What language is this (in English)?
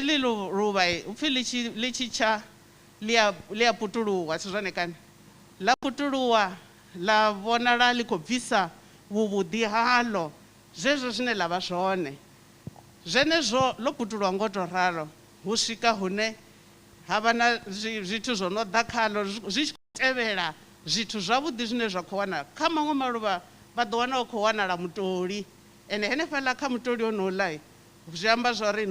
Venda